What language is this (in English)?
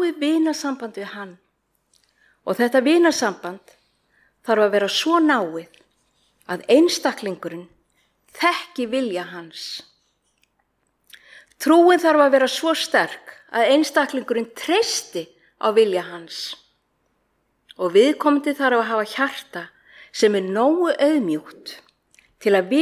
Icelandic